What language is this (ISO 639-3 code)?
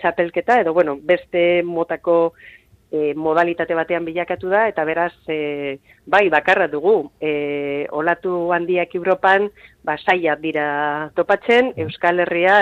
eus